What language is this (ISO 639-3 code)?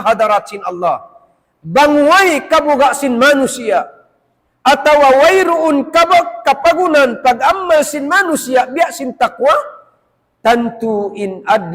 tsg